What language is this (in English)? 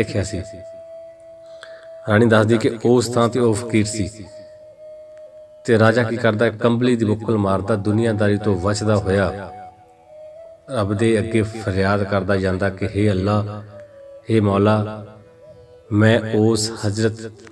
Punjabi